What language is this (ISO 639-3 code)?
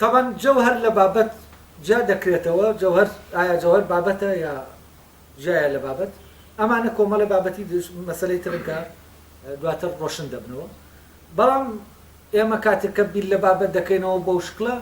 ckb